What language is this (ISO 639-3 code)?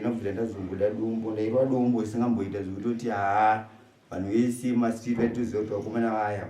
sna